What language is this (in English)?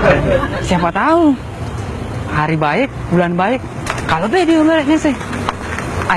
Musi